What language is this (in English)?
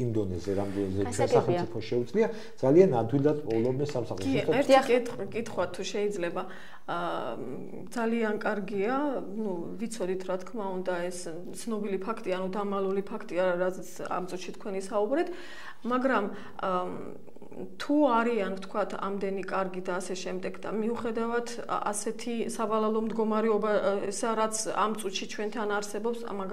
Georgian